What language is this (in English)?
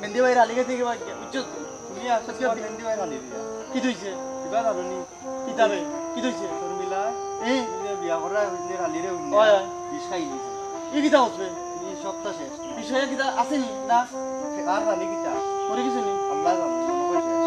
Sylheti